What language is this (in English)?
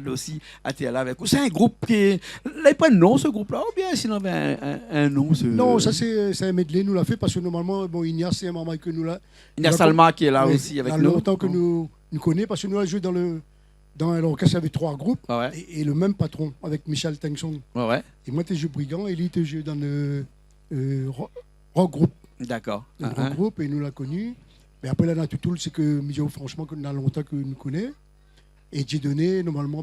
Réunion Creole French